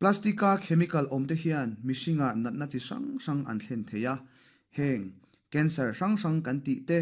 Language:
Mizo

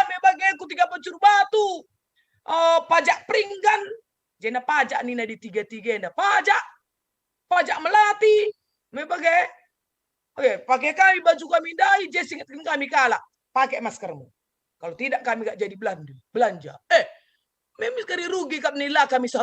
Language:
Batak Karo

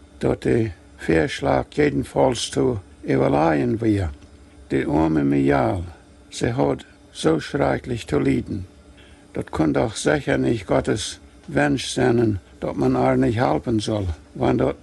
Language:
Plautdietsch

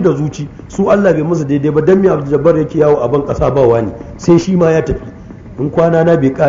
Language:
Hausa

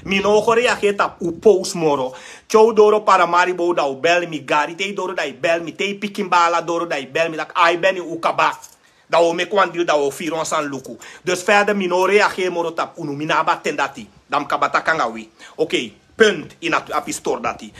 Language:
Sranan Tongo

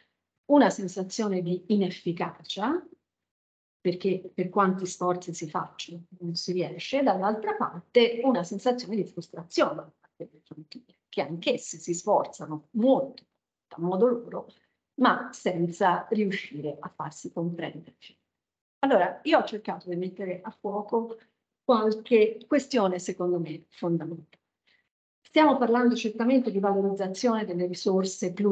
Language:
Italian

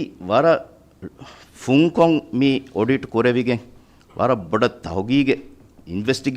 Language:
Divehi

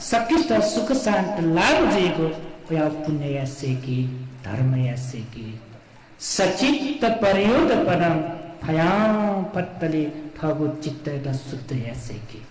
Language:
Newari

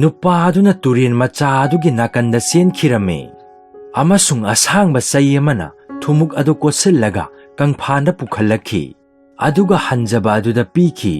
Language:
Manipuri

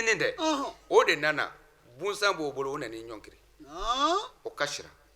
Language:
Bambara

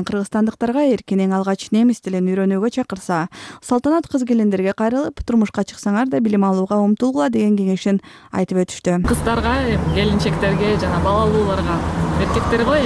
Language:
Kyrgyz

